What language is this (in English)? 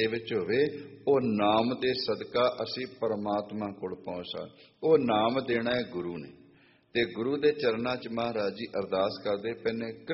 Punjabi